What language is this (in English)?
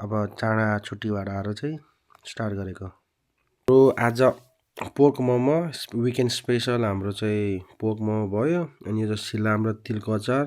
Nepali